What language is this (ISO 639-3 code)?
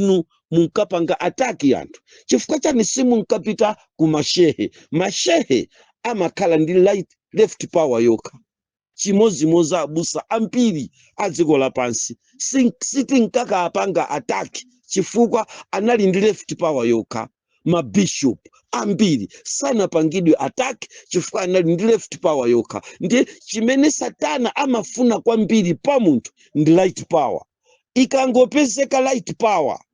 nya